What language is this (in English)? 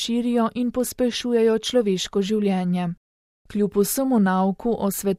Slovenian